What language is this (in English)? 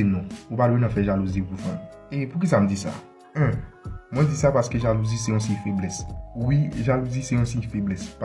Haitian Creole